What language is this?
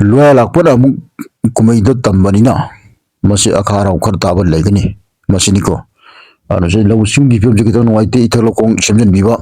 Manipuri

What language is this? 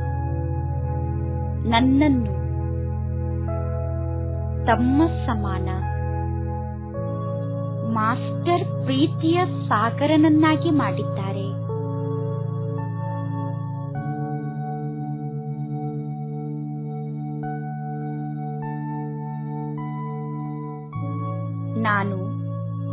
Kannada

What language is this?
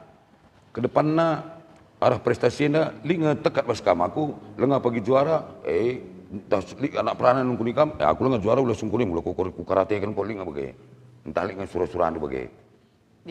Batak Karo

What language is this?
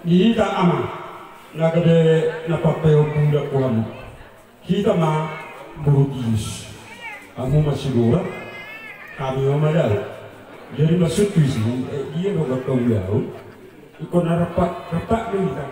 Batak Toba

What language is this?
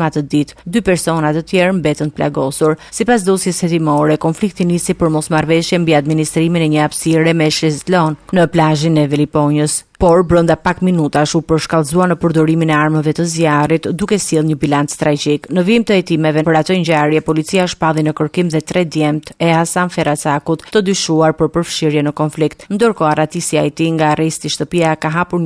Albanian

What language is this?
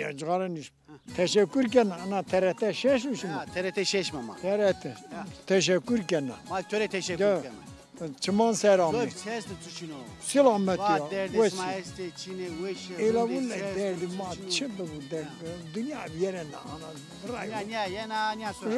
Zaza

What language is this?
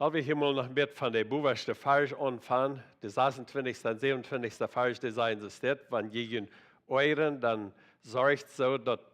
Plautdietsch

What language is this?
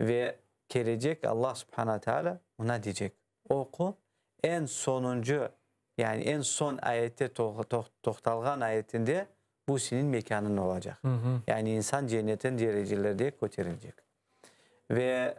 Crimean Tatar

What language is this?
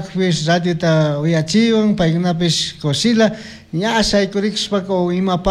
Chimborazo Highland Quichua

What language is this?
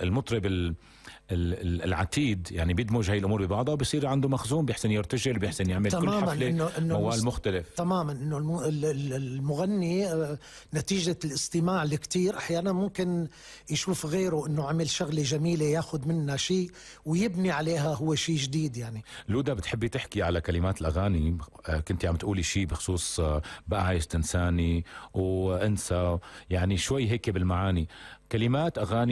North Levantine Arabic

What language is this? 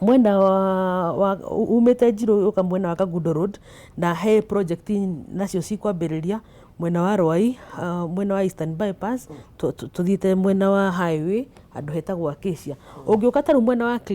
Kikuyu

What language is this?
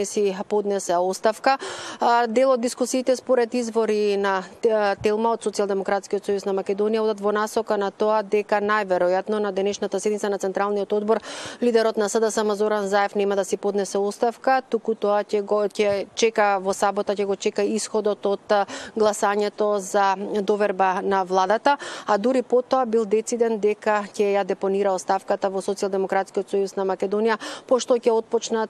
Macedonian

